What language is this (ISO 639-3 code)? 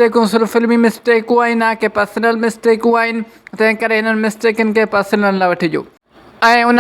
snd